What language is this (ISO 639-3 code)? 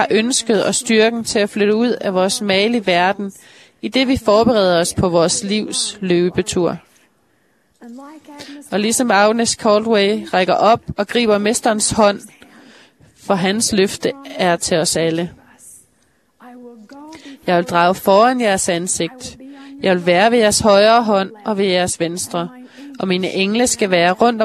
dan